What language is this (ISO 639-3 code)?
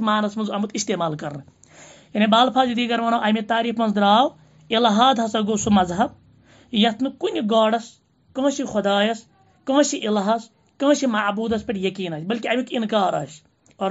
kas